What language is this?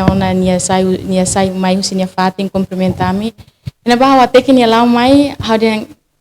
Tetum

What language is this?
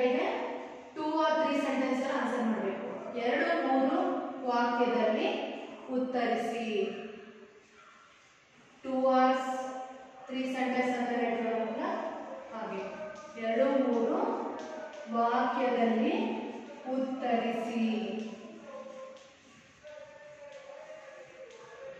Kannada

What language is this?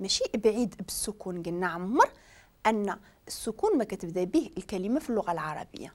Moroccan Arabic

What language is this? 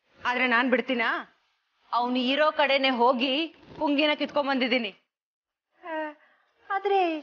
Kannada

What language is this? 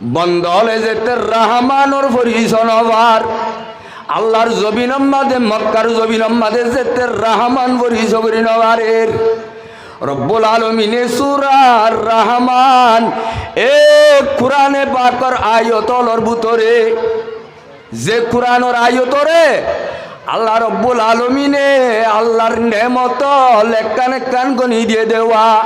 Rohingya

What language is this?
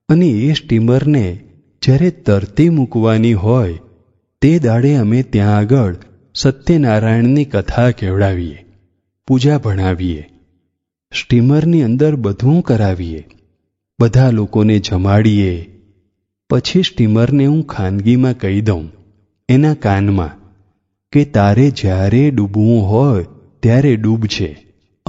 Gujarati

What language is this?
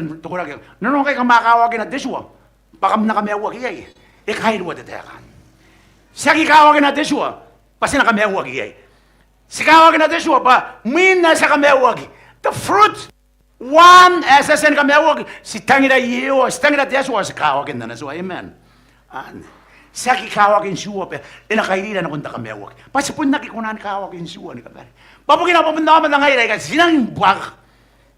Gilbertese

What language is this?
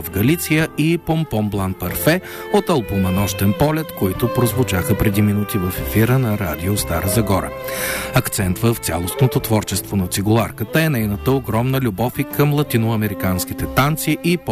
Bulgarian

